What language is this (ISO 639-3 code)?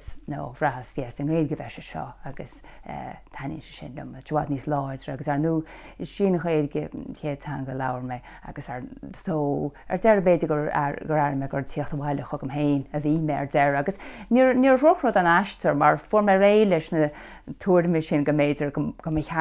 gle